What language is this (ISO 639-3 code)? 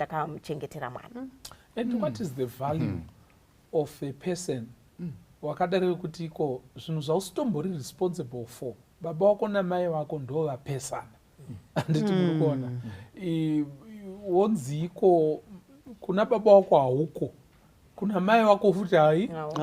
sna